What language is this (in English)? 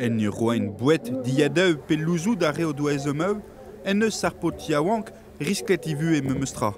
Breton